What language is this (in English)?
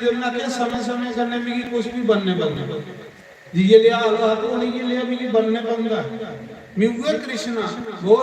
Dogri